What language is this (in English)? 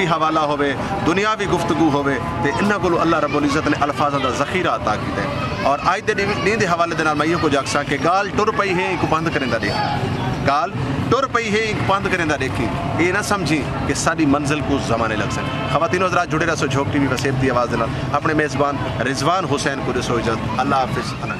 Saraiki